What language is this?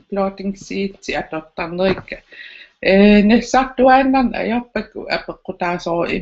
Kalaallisut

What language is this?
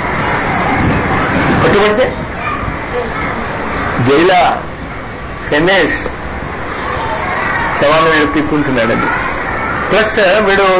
Telugu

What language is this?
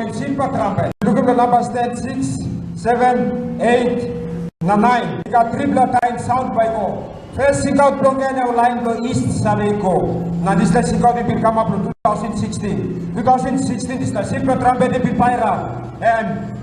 Tok Pisin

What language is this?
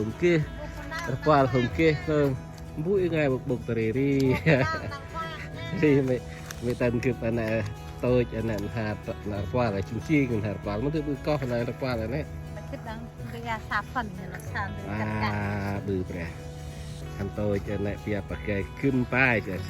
Central Mnong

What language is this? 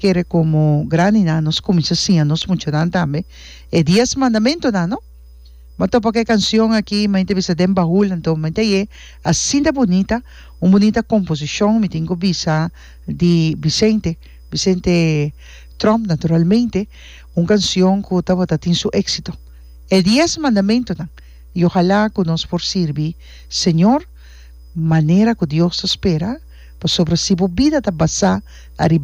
Papiamento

